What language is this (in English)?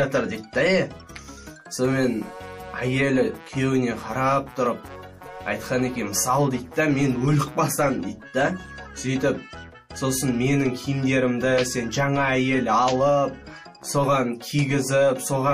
Kazakh